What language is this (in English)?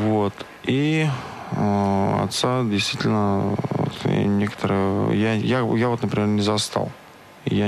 Russian